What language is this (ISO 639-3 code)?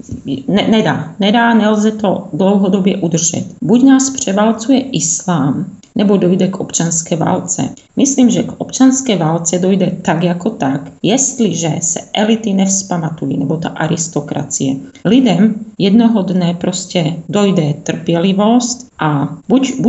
ces